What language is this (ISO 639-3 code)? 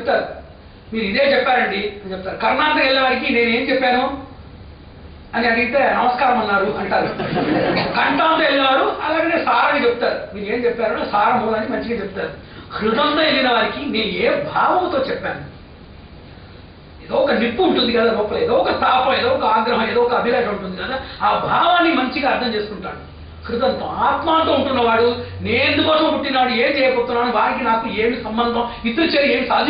tel